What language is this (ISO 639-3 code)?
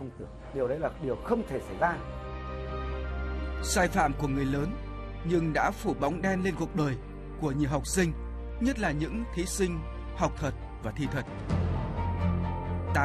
vie